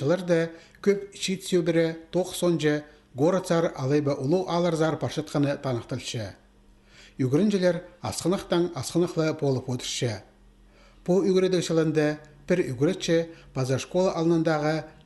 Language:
Khakas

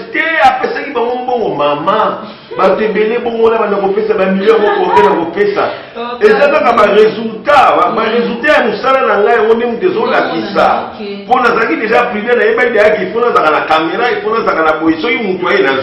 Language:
Lingala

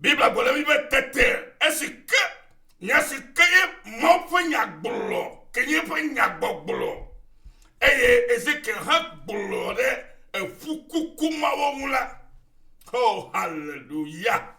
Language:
Ewe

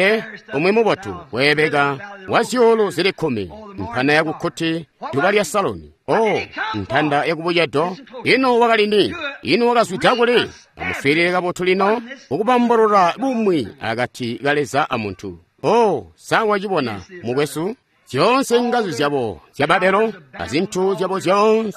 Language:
Tonga (Zambia)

